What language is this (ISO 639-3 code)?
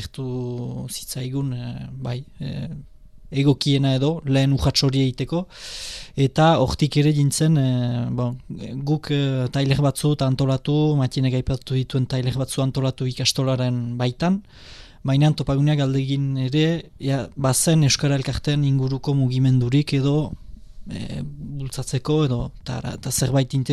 eus